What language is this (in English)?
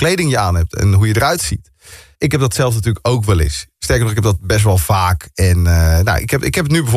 Dutch